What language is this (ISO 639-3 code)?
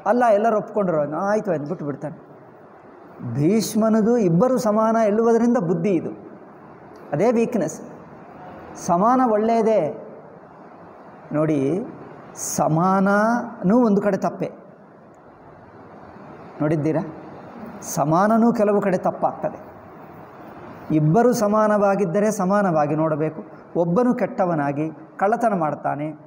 kan